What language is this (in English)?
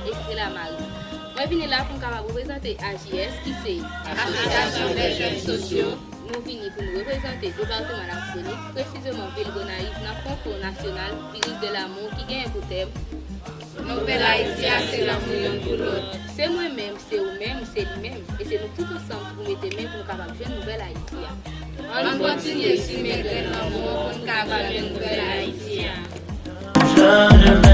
Haitian Creole